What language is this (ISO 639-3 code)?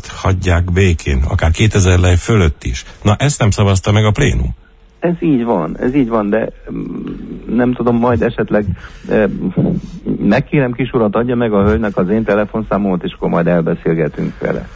hun